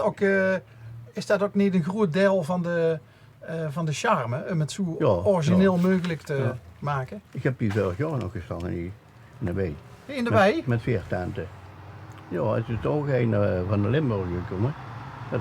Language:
Limburgish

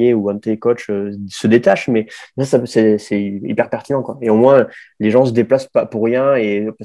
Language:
French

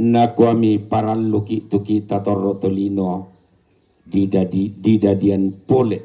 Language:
Toraja-Sa'dan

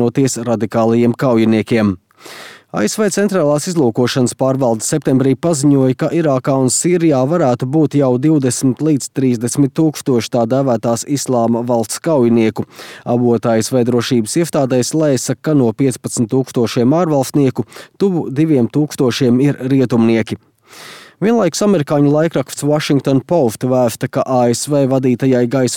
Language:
Latvian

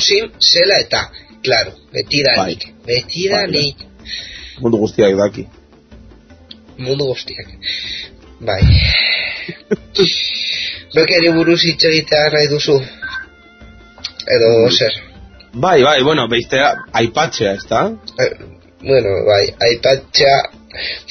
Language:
Basque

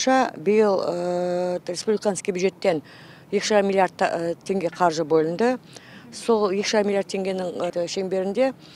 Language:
Kazakh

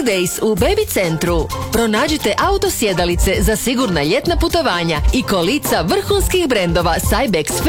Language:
Croatian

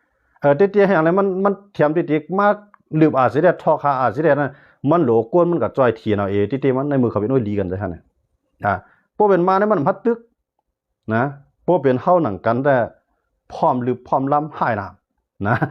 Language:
Shan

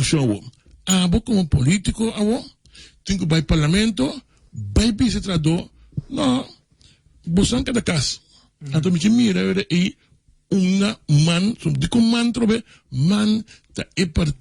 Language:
Papiamento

